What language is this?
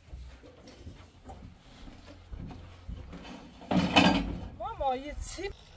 Persian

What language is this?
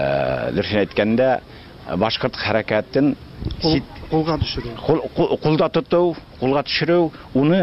Tatar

